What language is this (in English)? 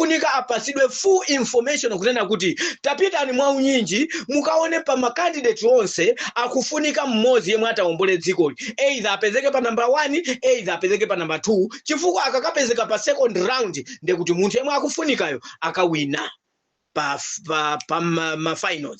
Nyanja